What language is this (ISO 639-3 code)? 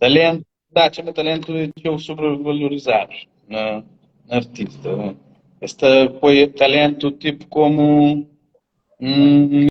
kea